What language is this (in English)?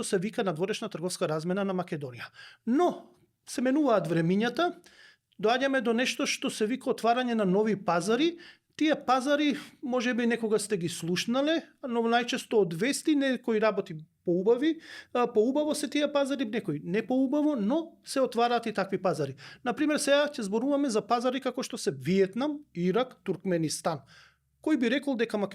Macedonian